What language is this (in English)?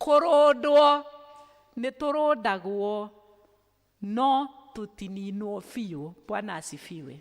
Kikuyu